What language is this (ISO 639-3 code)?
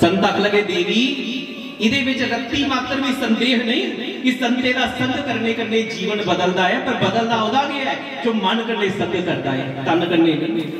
doi